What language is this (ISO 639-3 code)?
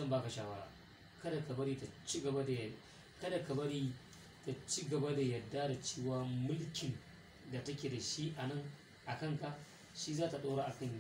hau